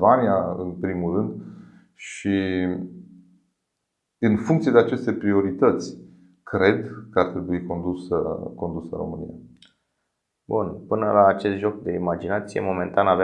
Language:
Romanian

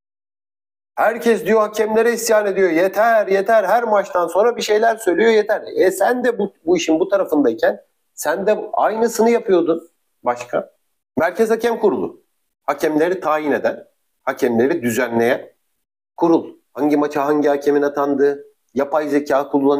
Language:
Turkish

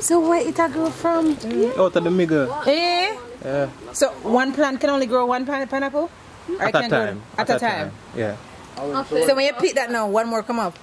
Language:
Jamaican Creole English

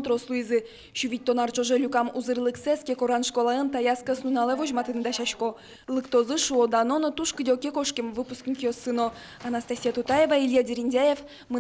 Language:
Udmurt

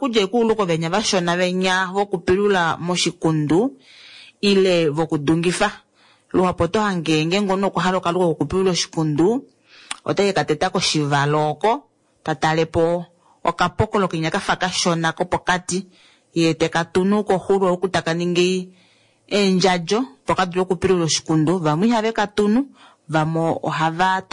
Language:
Kuanyama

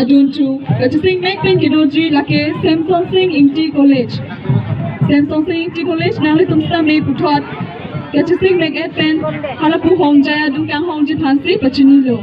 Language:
Karbi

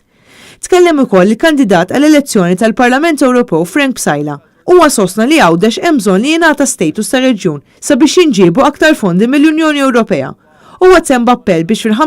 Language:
Maltese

